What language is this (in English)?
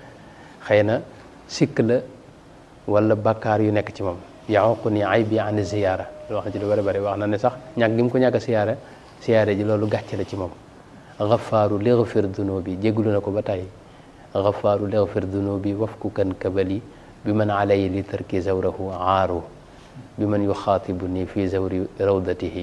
Wolof